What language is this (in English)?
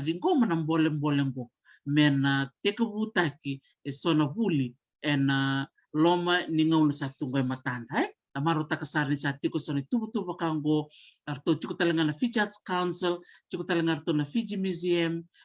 Fijian